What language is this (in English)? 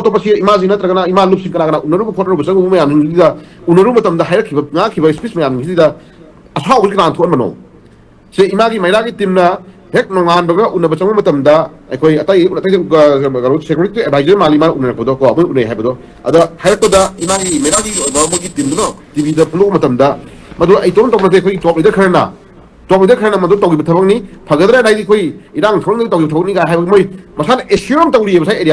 Manipuri